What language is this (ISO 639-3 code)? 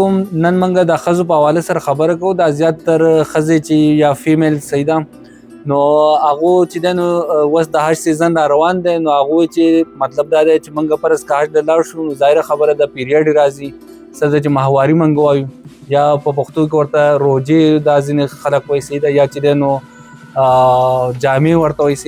pus